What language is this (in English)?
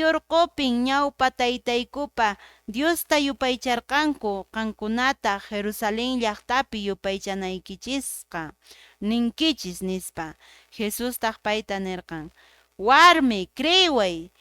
Quechua